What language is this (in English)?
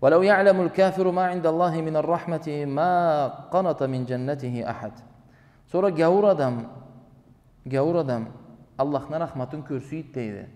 Karachay-Balkar